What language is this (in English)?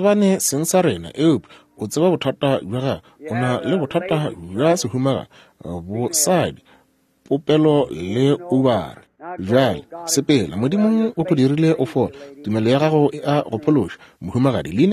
Northern Sotho